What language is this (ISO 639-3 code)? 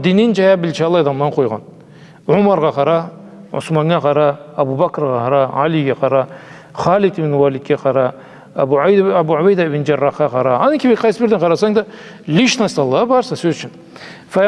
krc